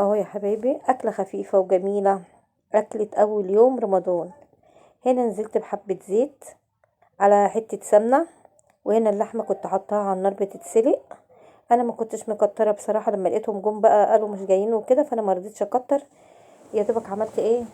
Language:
Egyptian Arabic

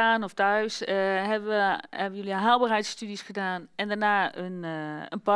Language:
Dutch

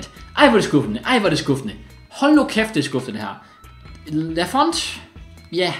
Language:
Danish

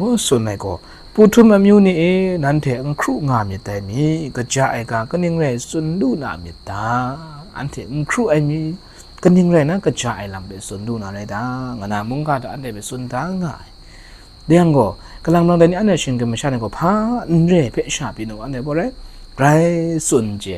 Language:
Kachin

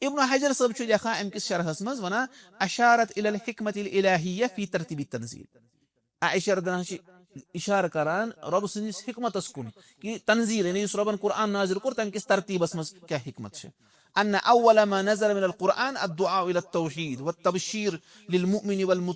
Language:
Kashmiri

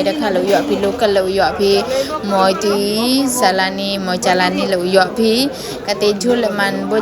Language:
Pnar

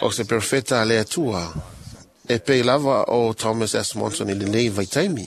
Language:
Samoan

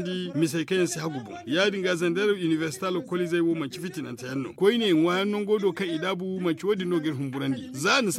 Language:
Zarma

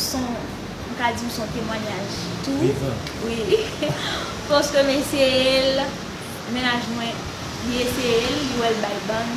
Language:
Haitian Creole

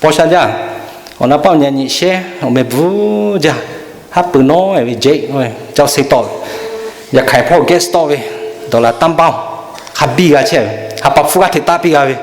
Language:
Lahu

